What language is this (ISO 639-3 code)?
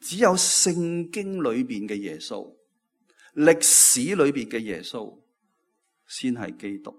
yue